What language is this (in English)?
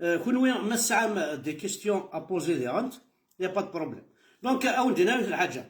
Kabyle